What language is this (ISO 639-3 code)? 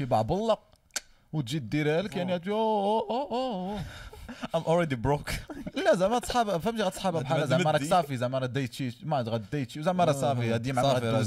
ary